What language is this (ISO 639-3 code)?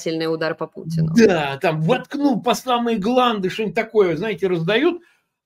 rus